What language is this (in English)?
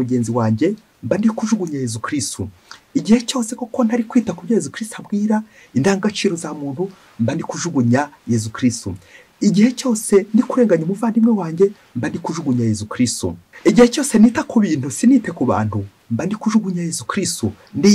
Kinyarwanda